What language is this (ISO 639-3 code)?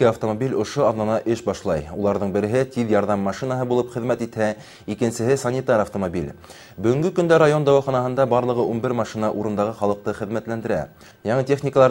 bak